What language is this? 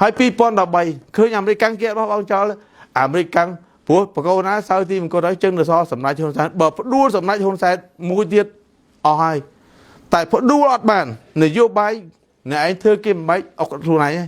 Khmer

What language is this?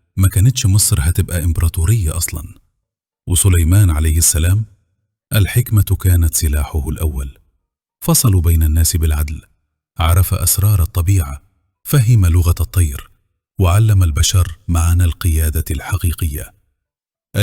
Egyptian Arabic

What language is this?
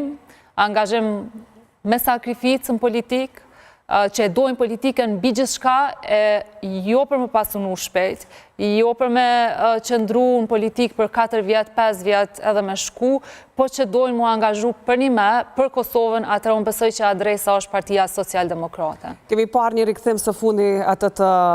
Albanian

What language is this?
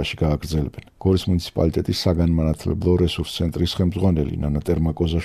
Georgian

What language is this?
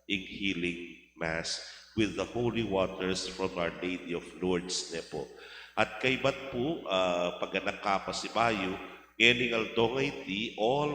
Pampanga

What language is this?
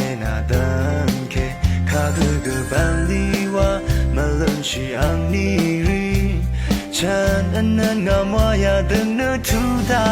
Rawang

